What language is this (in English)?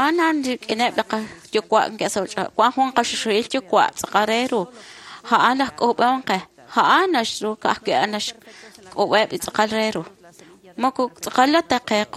Kekchí